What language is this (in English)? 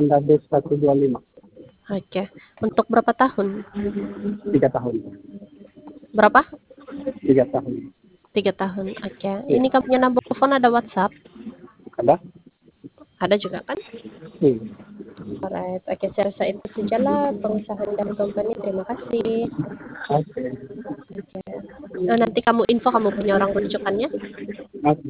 Indonesian